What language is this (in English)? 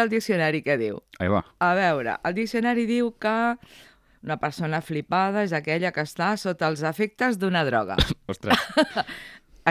Catalan